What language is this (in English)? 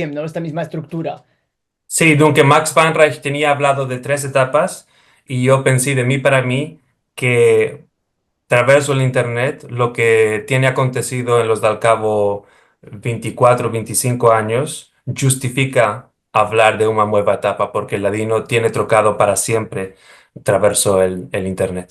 Ladino